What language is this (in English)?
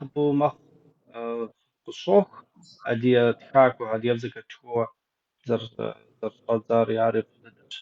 Kabardian